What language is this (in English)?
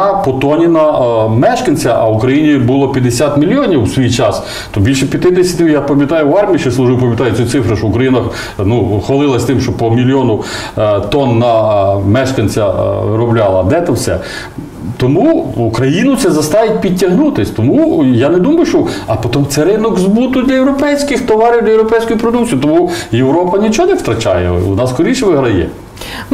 Ukrainian